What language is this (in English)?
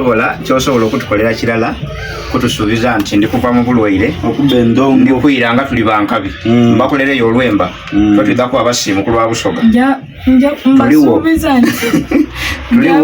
Soga